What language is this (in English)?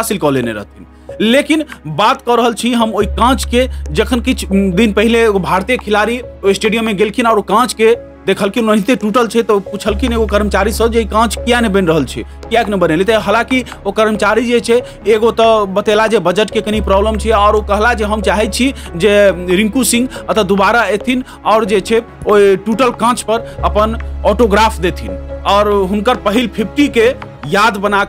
Maithili